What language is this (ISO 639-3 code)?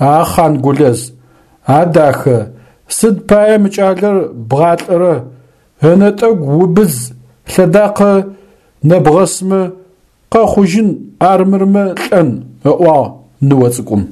ady